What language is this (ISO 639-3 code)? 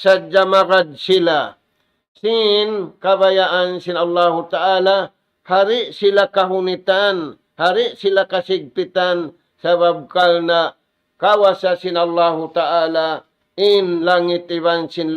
tsg